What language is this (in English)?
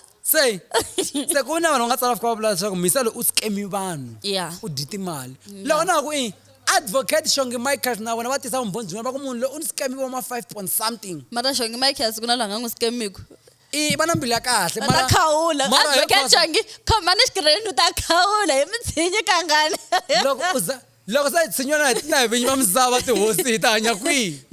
Tsonga